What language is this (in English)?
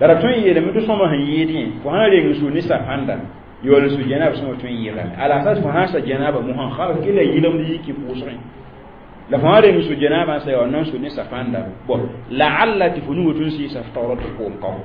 Mossi